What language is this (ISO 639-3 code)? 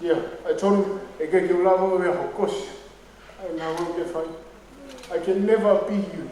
ton